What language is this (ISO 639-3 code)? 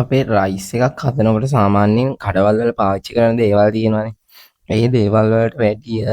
sin